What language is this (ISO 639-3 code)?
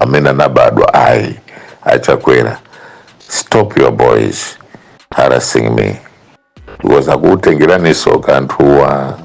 nya